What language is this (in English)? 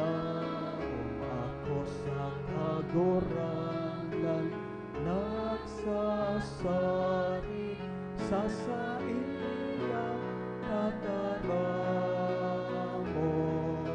Bikol